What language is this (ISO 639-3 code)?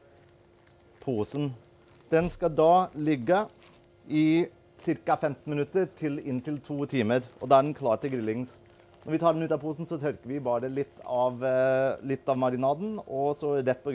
nor